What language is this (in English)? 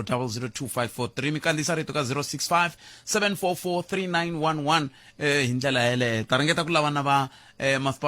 Tsonga